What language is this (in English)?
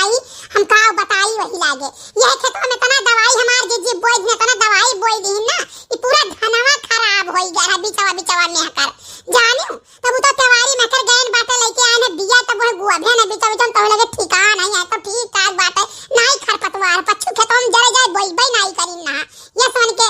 Awadhi